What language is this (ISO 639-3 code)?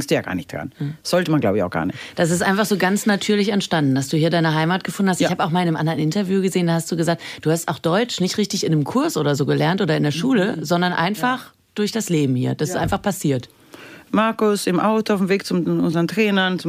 deu